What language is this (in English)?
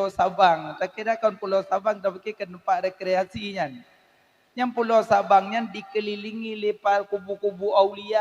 Achinese